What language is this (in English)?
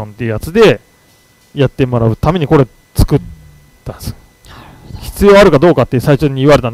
Japanese